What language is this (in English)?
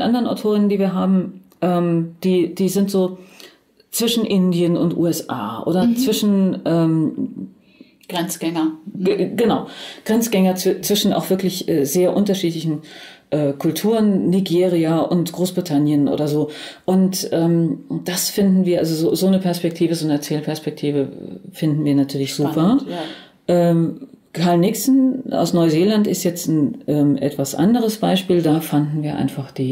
German